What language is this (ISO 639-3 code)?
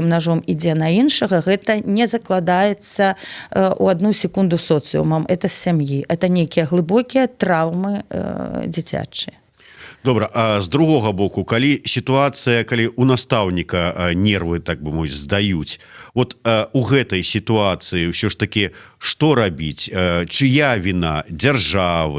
bel